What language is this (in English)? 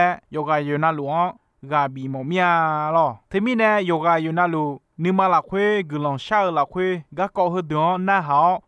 Akha